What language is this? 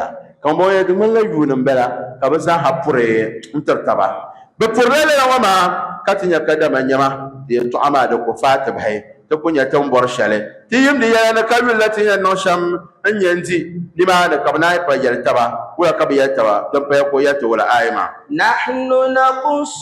Dagbani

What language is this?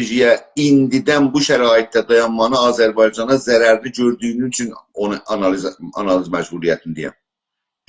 South Azerbaijani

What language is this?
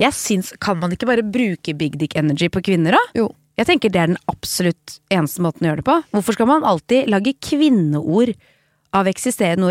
Norwegian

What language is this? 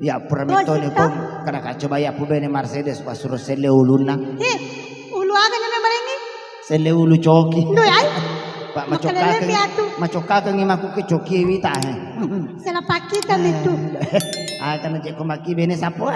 Buginese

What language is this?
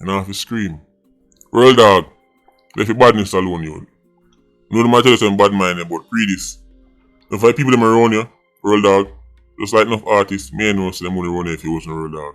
Jamaican Creole English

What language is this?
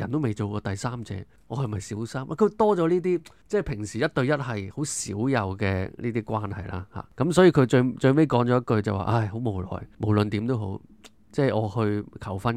Cantonese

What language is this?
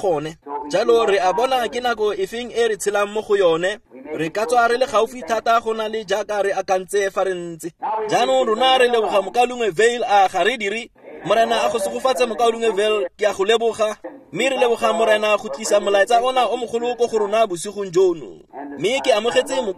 Tswana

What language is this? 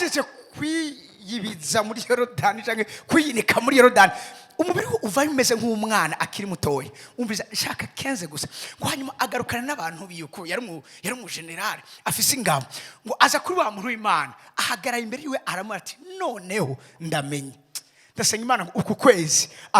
Rundi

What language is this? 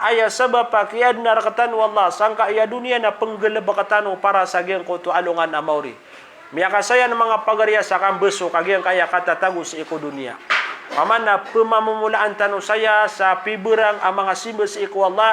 Maranao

